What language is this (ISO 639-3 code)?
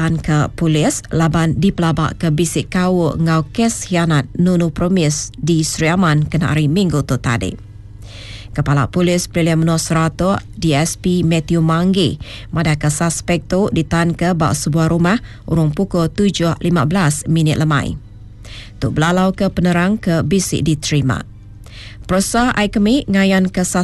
iba